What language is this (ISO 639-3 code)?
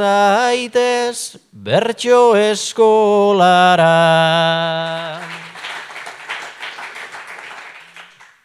eus